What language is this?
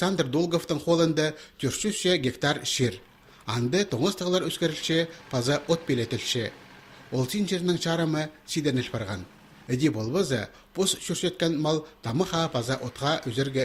Khakas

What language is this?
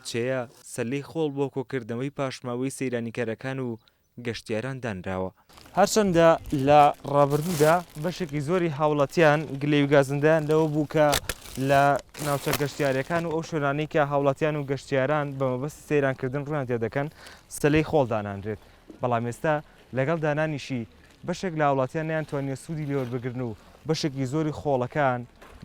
Central Kurdish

